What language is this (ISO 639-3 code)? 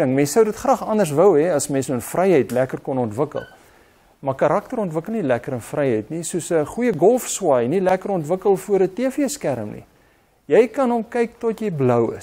afr